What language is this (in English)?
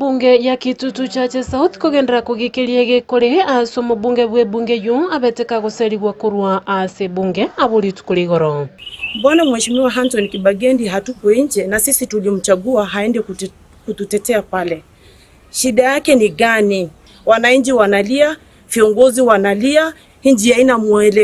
Gusii